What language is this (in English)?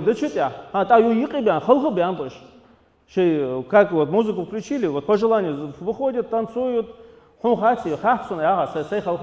Ingush